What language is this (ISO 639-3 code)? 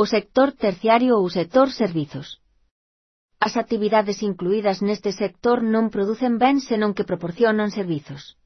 glg